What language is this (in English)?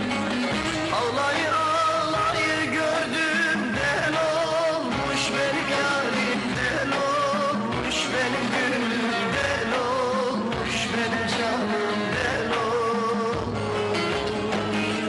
Turkish